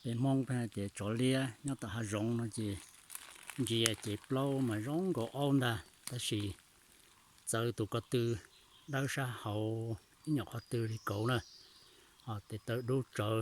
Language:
Hmong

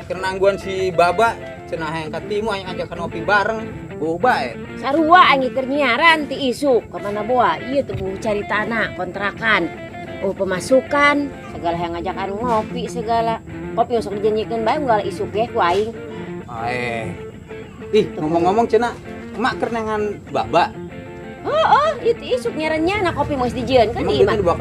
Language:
Sundanese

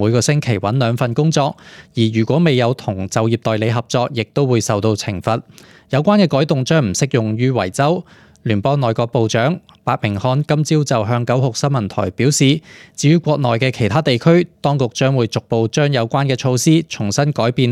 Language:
Cantonese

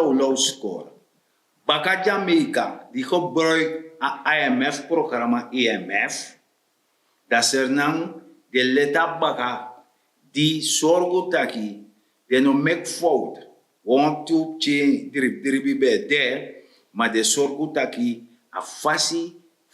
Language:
Sranan Tongo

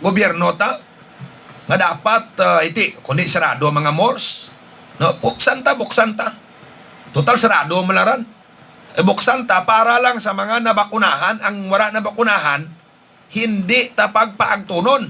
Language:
Hiligaynon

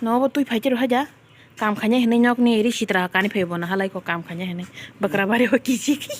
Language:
Kok Borok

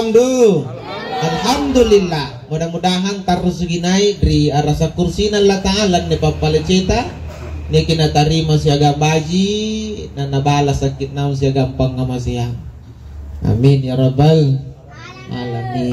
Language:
Makasar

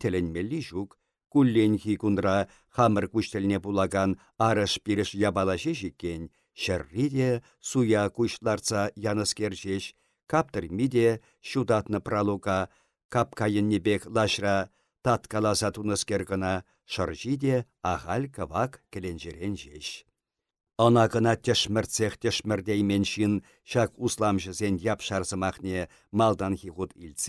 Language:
Chuvash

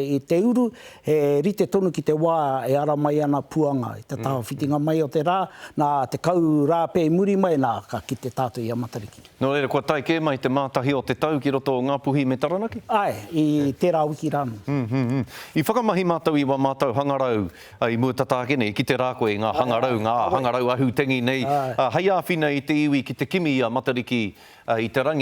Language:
Māori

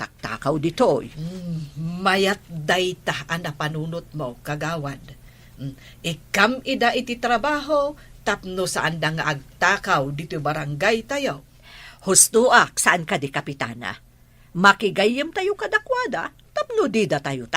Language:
Iloko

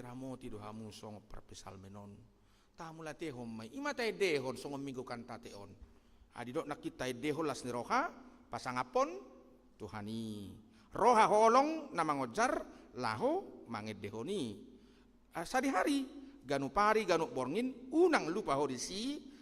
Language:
Batak Toba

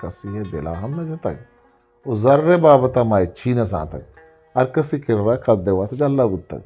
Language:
Eastern Balochi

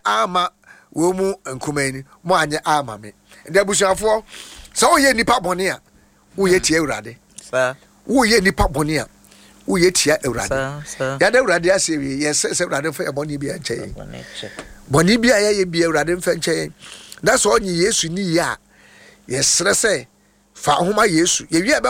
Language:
Akan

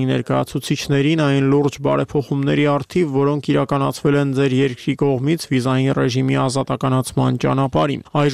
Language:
Armenian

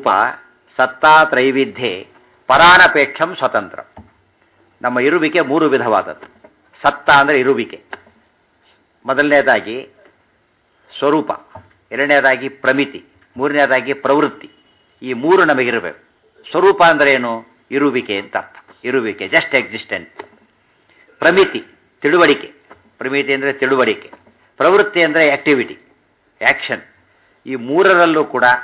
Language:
Kannada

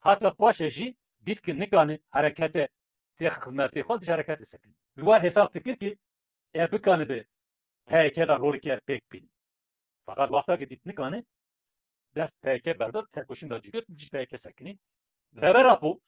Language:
Kurdish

